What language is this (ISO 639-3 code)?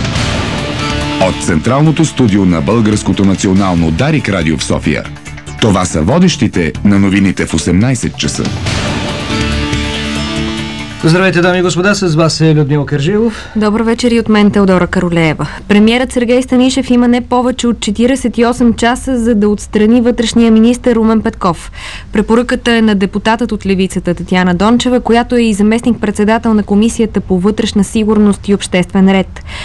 bul